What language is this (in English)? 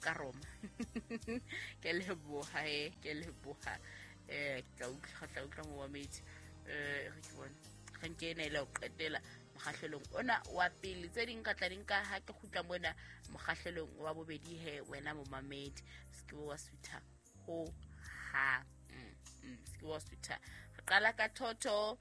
Southern Sotho